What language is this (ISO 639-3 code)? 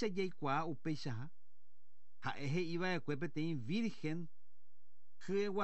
grn